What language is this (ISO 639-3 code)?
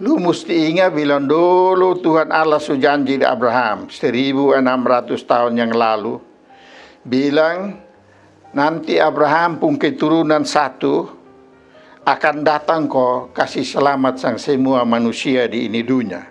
mkn